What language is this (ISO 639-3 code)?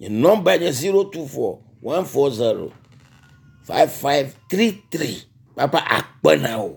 ewe